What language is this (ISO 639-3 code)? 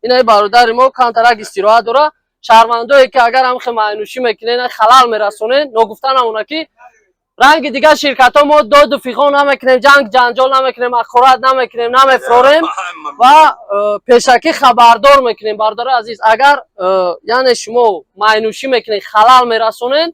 tgk